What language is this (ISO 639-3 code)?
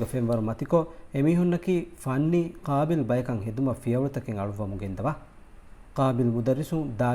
div